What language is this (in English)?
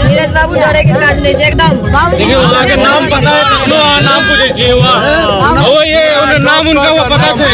Maithili